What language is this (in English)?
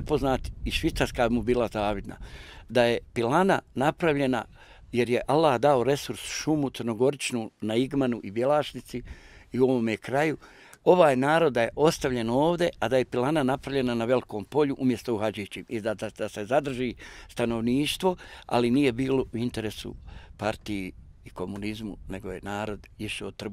Bosnian